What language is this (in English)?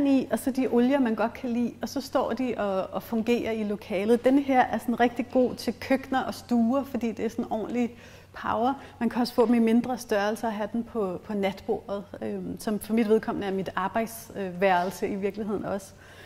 Danish